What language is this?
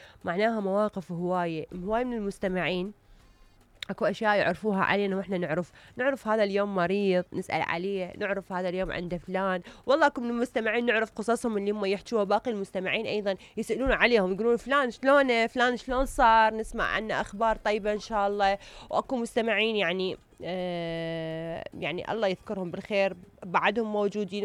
Mesopotamian Arabic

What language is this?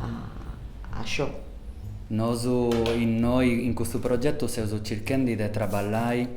Sardinian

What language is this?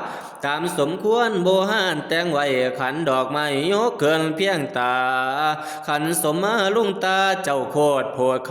Northeastern Thai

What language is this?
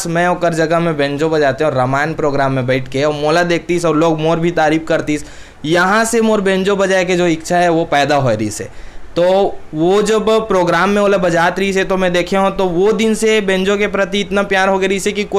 Chhattisgarhi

